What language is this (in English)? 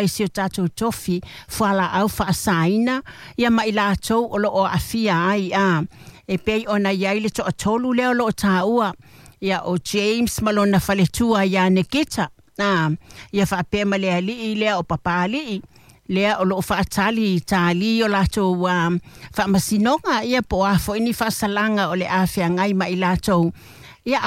Samoan